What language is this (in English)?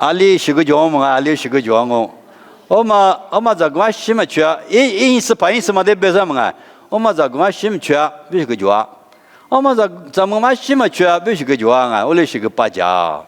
Lisu